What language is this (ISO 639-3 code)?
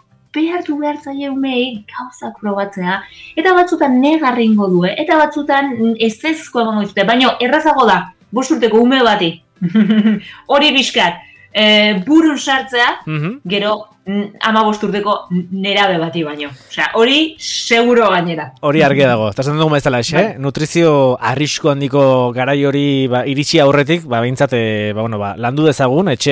eus